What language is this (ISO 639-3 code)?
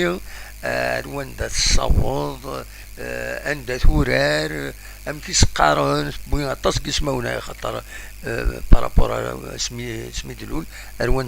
kab